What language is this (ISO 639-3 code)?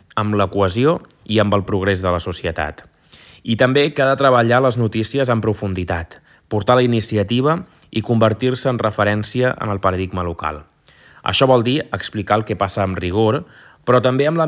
cat